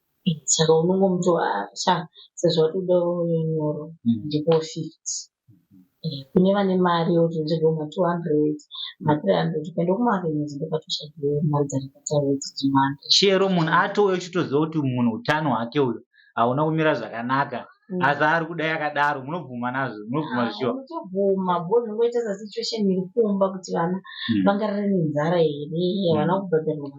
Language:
Shona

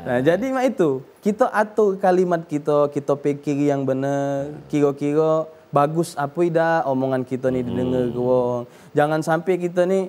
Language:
Musi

